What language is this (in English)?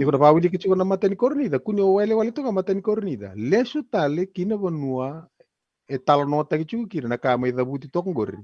Fijian